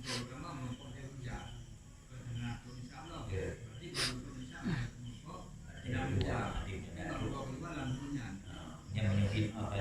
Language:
Achinese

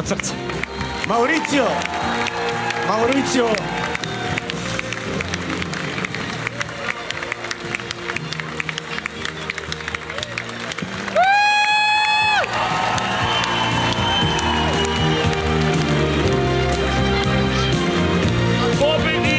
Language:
Serbian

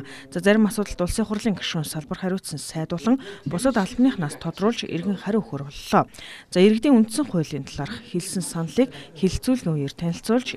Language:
Mongolian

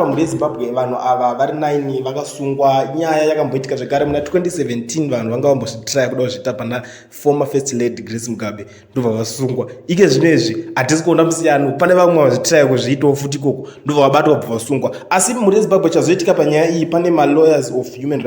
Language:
Shona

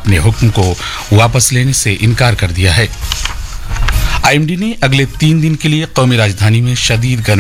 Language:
Urdu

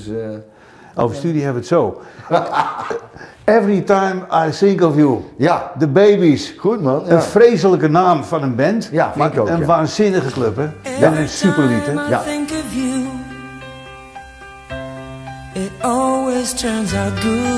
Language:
Dutch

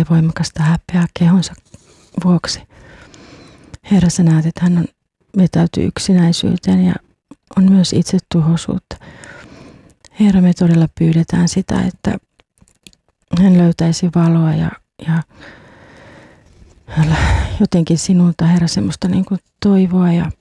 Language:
Finnish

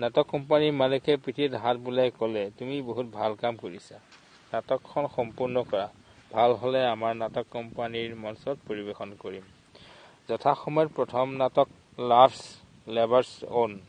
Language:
Assamese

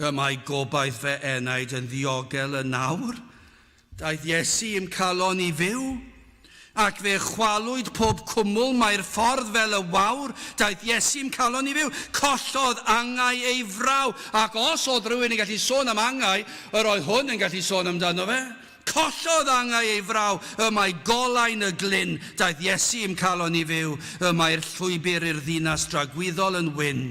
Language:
Welsh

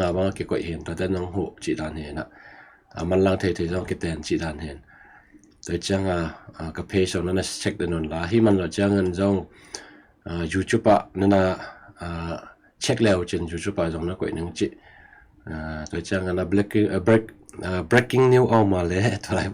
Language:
Tedim Chin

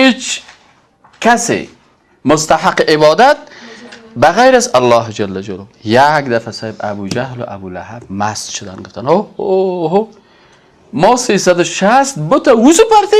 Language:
Persian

